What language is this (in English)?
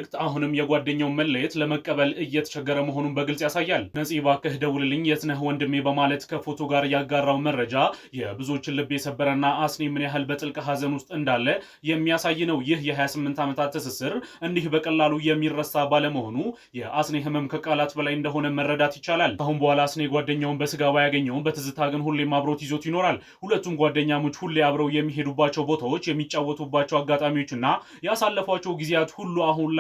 Amharic